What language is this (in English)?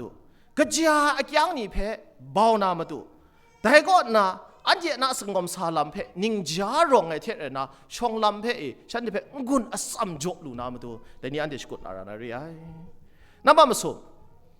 Kachin